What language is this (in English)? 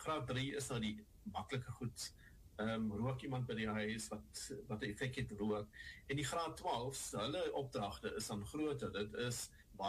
Afrikaans